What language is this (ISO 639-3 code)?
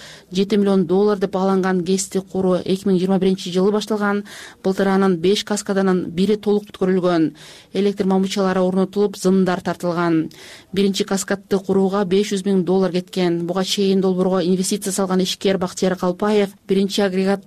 kir